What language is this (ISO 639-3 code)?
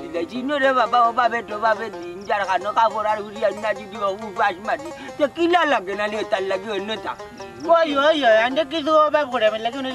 syl